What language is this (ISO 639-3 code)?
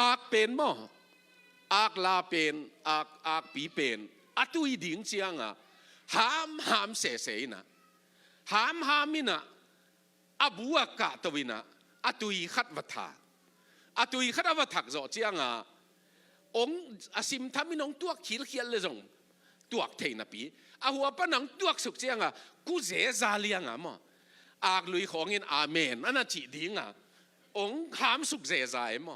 ctd